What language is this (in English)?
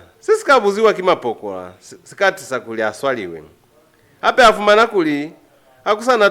Lozi